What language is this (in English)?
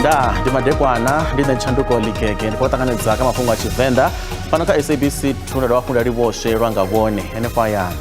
Venda